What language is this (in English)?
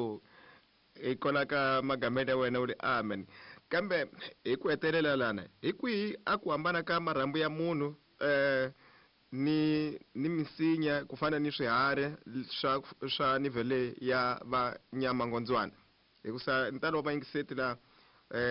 Tsonga